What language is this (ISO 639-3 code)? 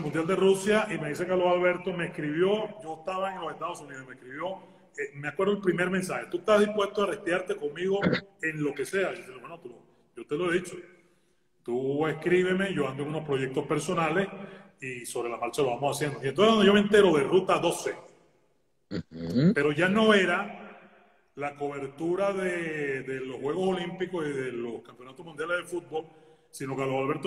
spa